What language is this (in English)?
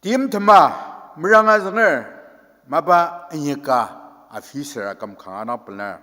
Ao Naga